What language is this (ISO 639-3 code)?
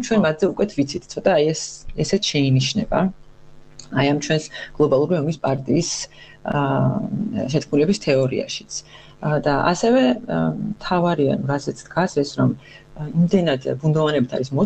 kat